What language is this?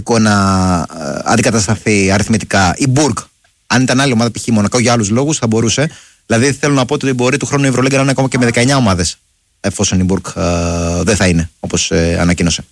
Greek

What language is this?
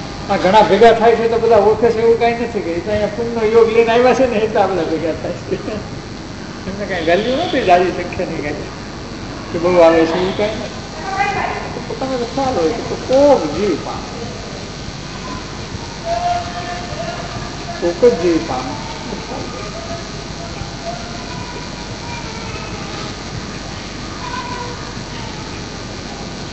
Gujarati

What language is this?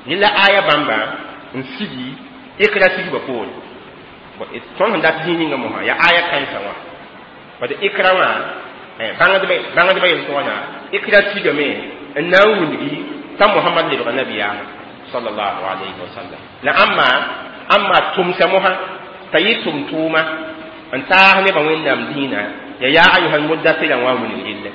Mossi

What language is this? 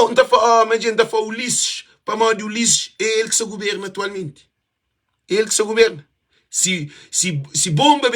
Kabuverdianu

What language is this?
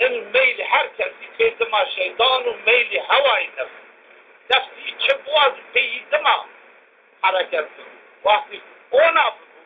Zaza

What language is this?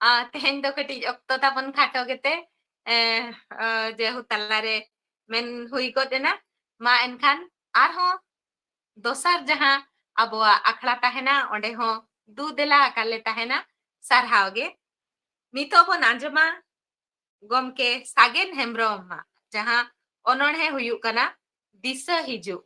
Santali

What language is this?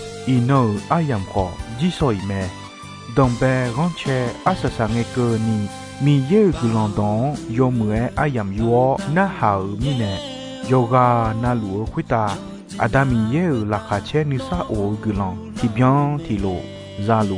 Akha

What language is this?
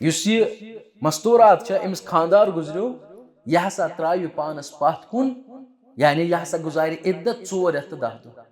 Kashmiri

